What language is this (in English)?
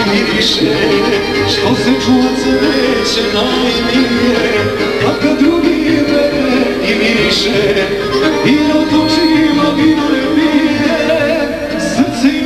Serbian